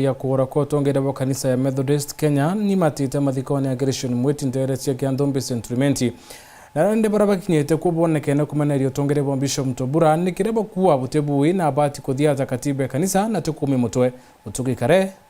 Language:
Meru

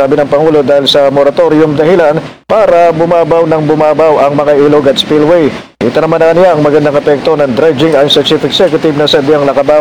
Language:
Filipino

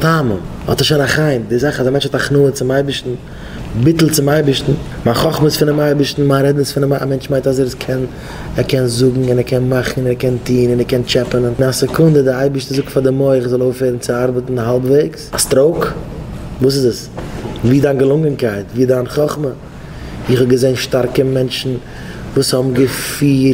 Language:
Yiddish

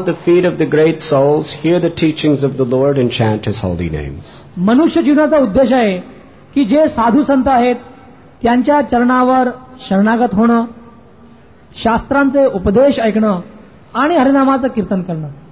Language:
Marathi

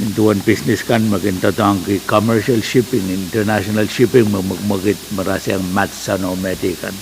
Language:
Pohnpeian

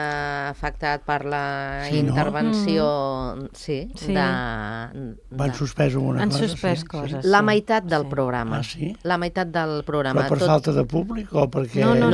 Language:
Catalan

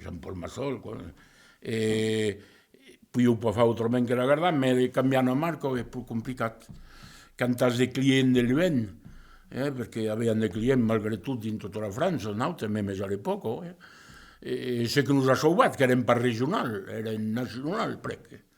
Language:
Occitan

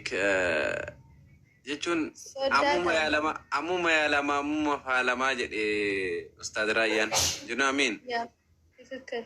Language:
Oromo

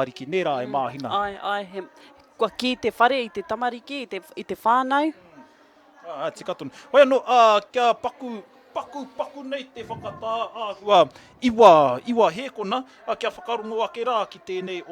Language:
Māori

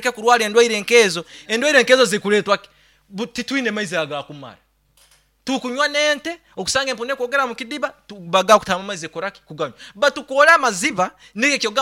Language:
Nyankole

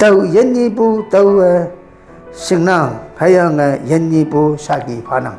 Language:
Konyak Naga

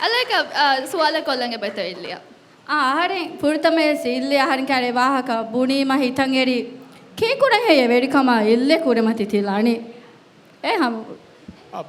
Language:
Divehi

